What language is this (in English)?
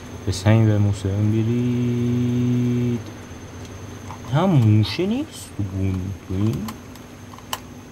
Persian